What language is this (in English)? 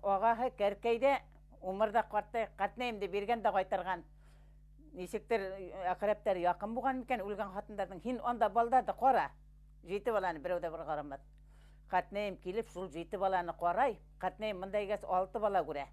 Bashkir